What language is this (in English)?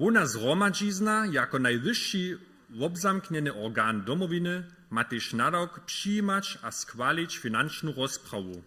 Upper Sorbian